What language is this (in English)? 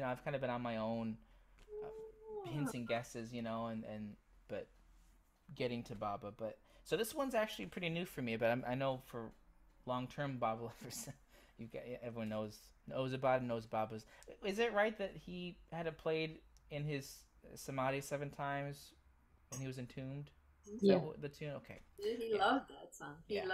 English